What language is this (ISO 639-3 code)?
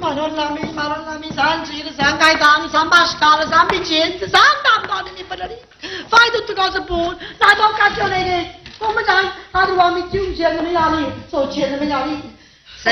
nap